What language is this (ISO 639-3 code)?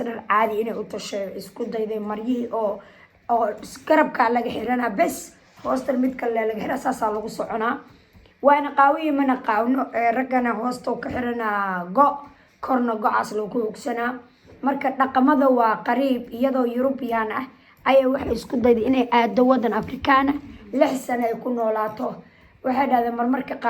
som